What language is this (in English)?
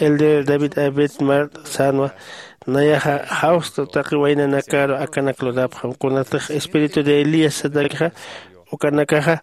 Aymara